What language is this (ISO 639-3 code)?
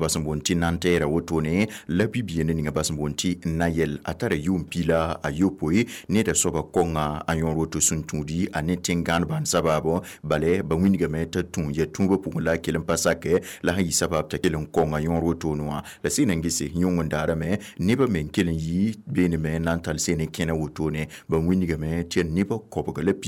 mos